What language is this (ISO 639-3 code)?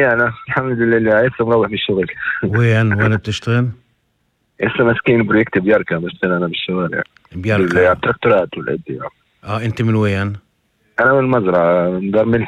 apc